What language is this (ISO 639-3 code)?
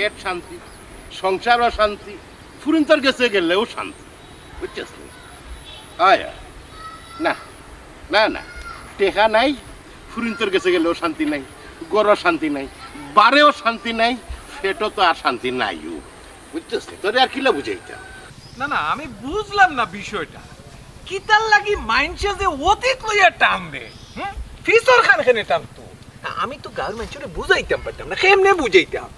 syl